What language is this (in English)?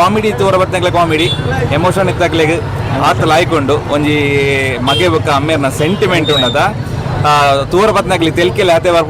Tulu